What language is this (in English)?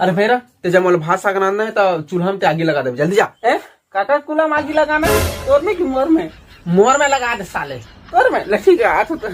Chhattisgarhi